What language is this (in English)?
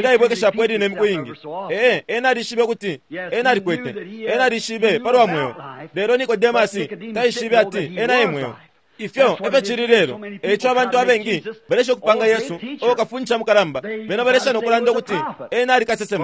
Bemba